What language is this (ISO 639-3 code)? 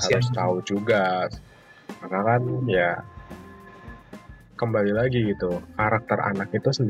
ind